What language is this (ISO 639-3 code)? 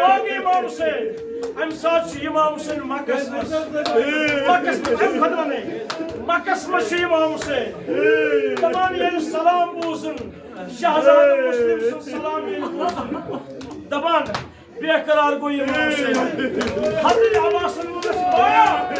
kas